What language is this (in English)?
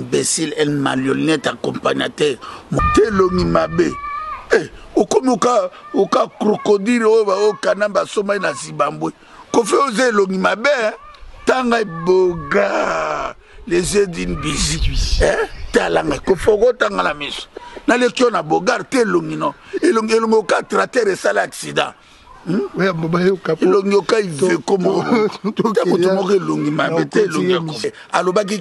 Lingala